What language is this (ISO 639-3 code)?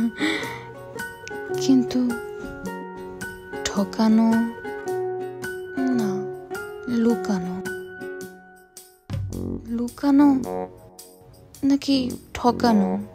ben